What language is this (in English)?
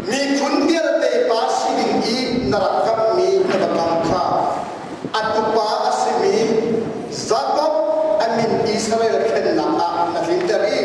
Hakha Chin